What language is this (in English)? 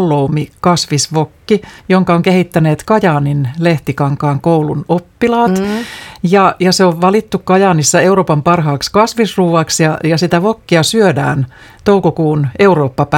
Finnish